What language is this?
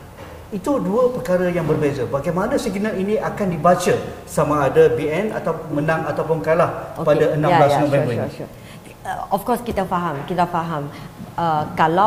Malay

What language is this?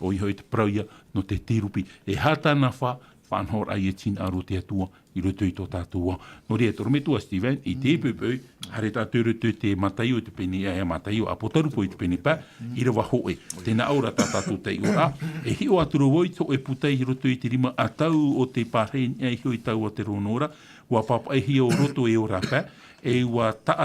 Tahitian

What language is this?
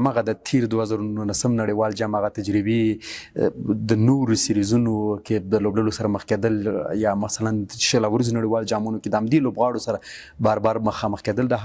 Pashto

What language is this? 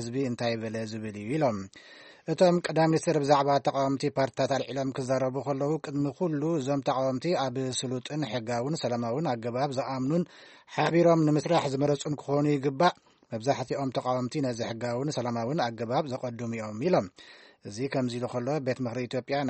Tigrinya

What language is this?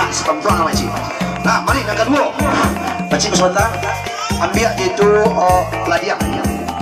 Minangkabau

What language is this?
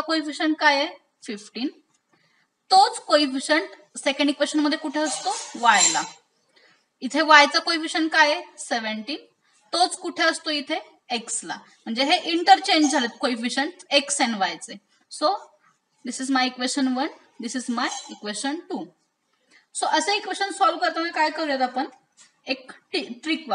Marathi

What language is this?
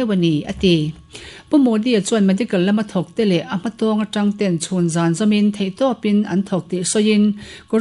Mizo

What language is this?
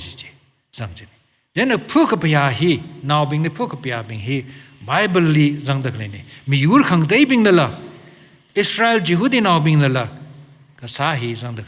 Tangkhul Naga (India)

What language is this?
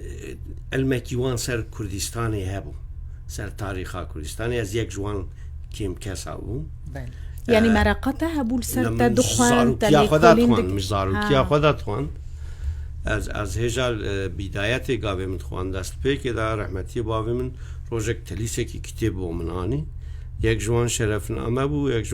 Kurdish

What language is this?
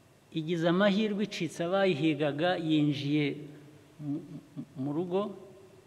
Kinyarwanda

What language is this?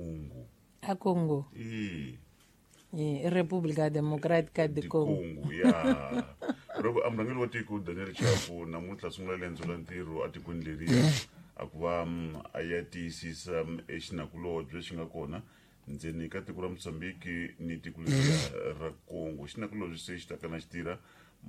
Tsonga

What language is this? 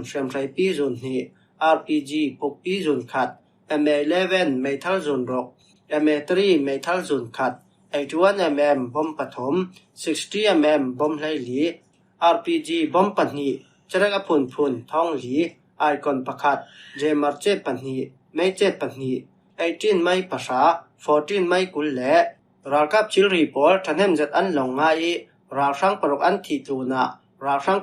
Falam Chin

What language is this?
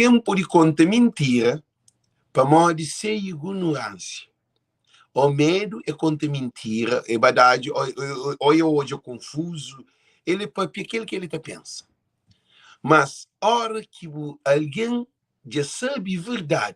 Kabuverdianu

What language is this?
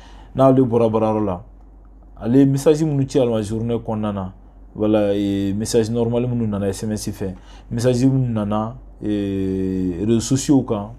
Bambara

